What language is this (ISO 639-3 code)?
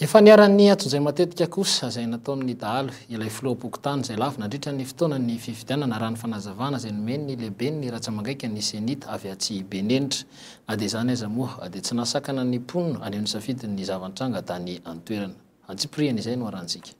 mlg